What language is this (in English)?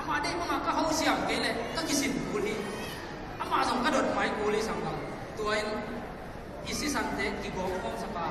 Tedim Chin